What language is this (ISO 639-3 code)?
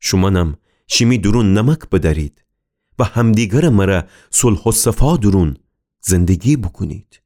glk